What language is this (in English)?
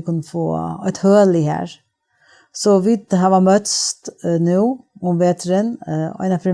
Faroese